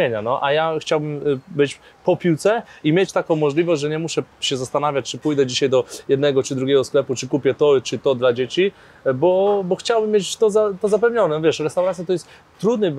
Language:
Polish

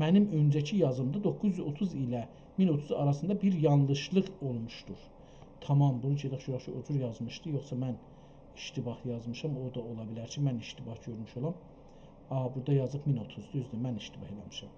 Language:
South Azerbaijani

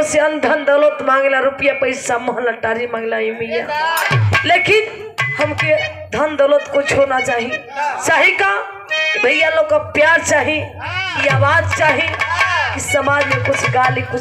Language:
Bhojpuri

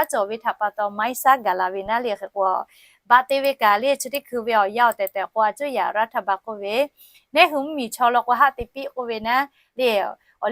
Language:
Lahu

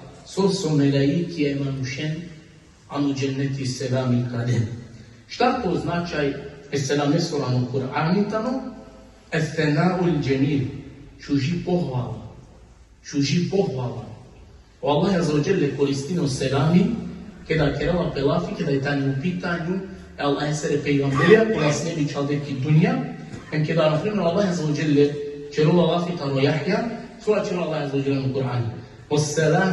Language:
Balkan Romani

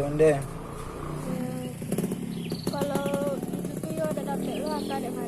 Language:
Minangkabau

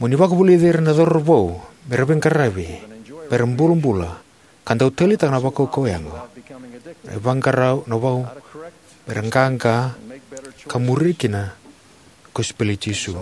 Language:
Fijian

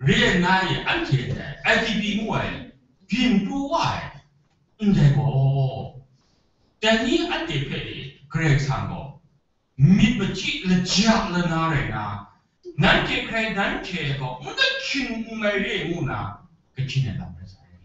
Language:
Kachin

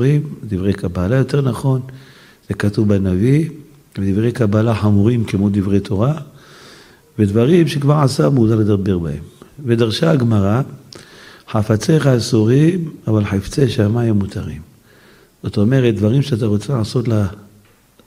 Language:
Hebrew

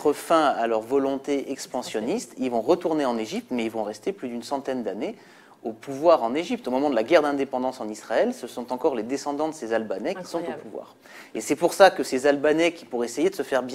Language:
French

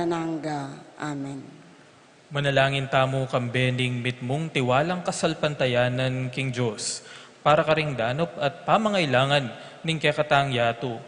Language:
Pampanga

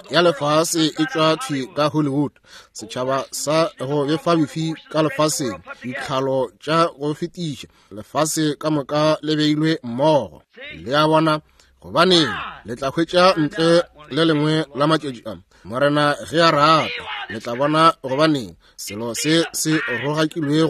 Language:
Northern Sotho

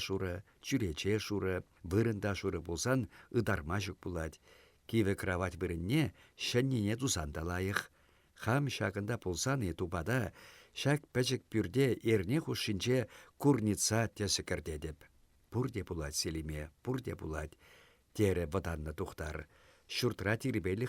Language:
Chuvash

